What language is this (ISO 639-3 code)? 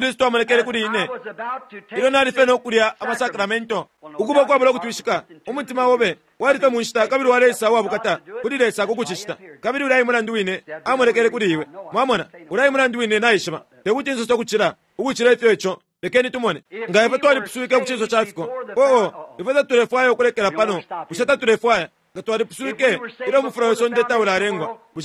bem